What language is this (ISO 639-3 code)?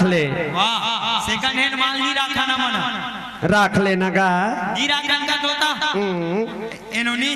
hne